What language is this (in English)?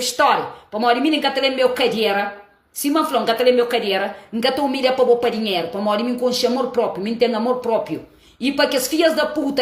Kabuverdianu